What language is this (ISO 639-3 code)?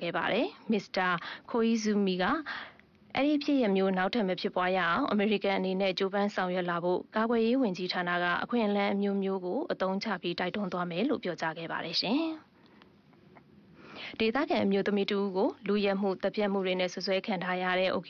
mya